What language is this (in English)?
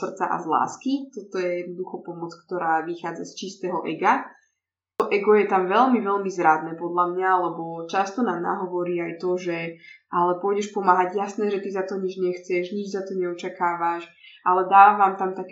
Slovak